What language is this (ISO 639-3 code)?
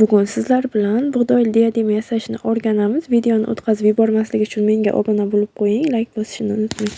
uzb